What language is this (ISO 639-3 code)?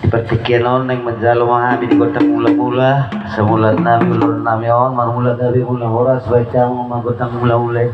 bbc